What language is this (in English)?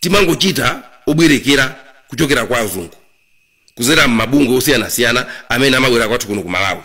Nyanja